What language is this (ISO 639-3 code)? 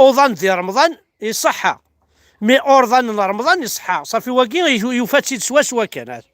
kab